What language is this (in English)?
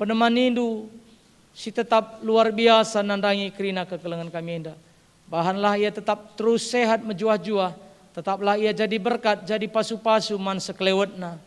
Batak Karo